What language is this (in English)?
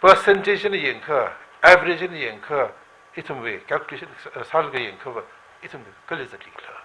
Tangkhul Naga (India)